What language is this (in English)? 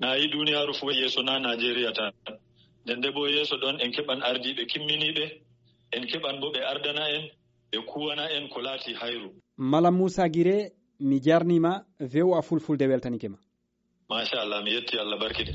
Nigerian Fulfulde